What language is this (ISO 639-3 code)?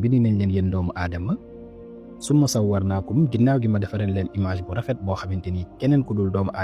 wol